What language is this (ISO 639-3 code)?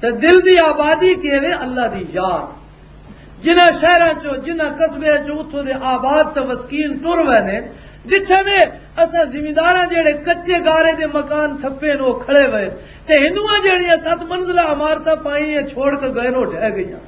lah